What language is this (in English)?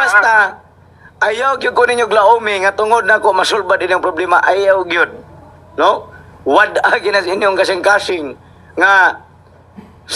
Cebuano